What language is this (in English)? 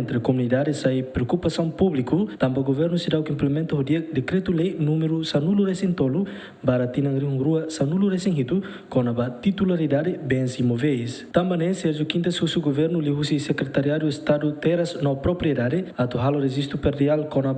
Tetum